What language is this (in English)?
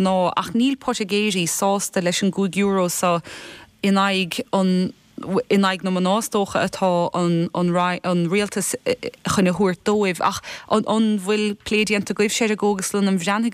Irish